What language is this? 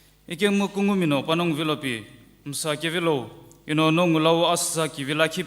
Sumi Naga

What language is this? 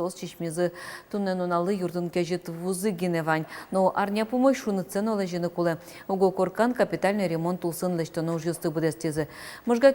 Udmurt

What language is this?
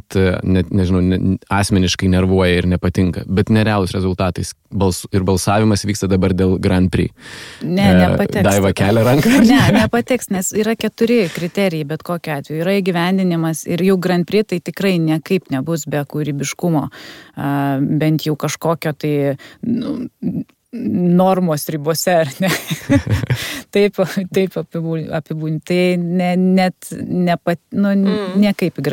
Lithuanian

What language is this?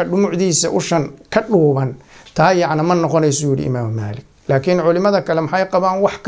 Somali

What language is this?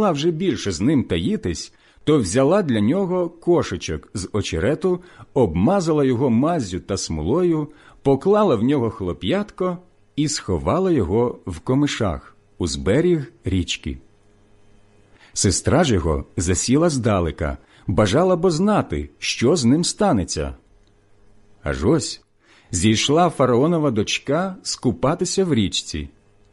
Ukrainian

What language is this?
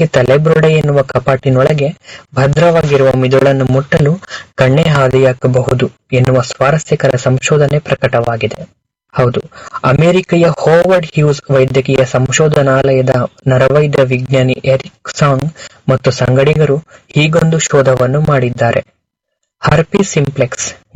Kannada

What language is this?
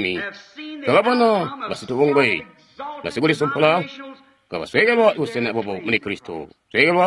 Tonga (Zambia)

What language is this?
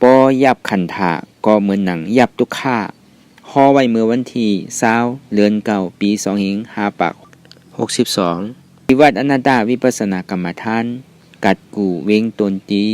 Shan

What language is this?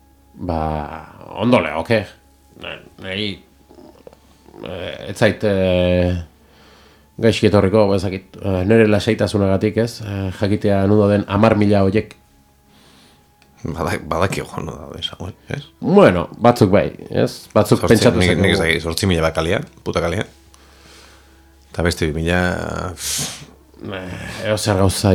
Basque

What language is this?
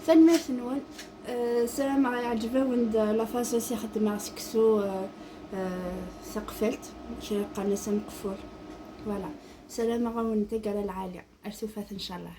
Kabyle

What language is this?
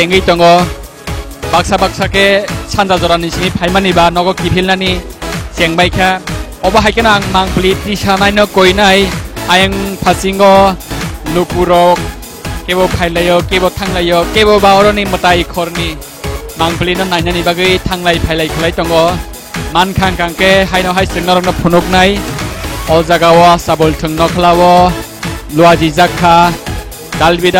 Kok Borok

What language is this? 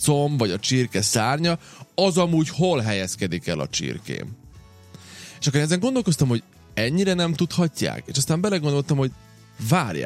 Hungarian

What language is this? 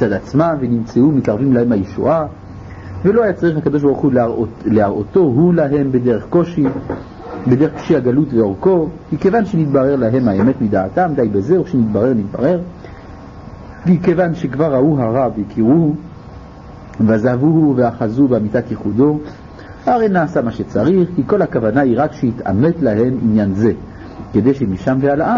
Hebrew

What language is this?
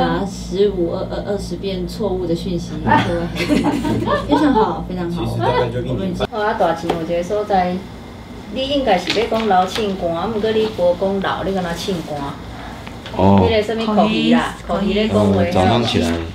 Min Nan Chinese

